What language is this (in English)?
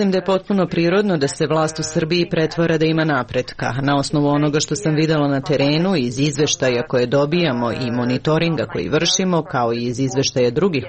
Serbian